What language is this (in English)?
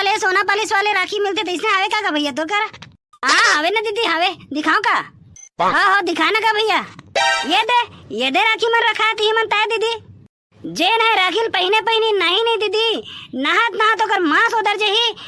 Chhattisgarhi